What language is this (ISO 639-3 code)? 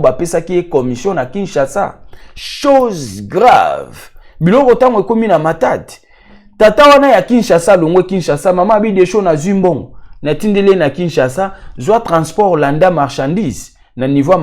lin